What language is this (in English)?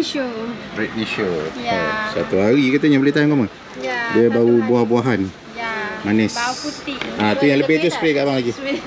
Malay